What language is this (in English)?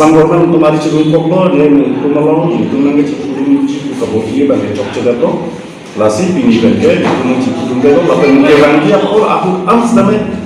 Karbi